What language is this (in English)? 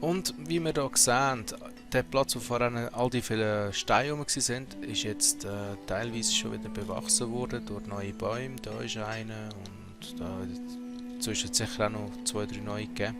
Swiss German